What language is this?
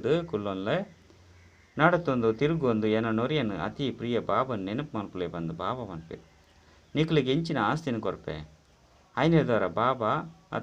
Tulu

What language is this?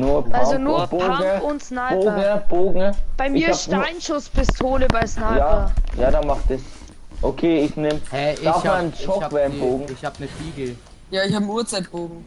Bavarian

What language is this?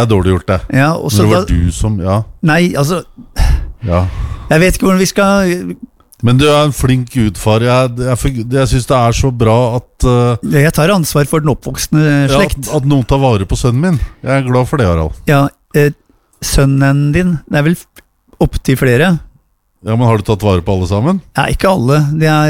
Norwegian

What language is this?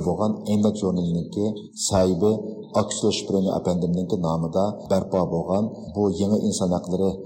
Uyghur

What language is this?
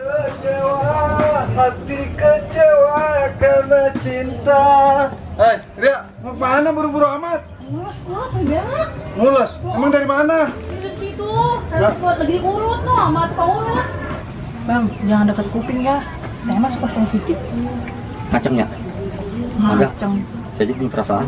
Betawi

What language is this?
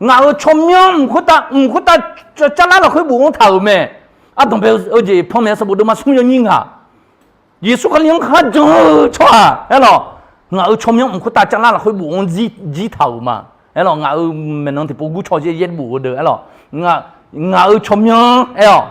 Akha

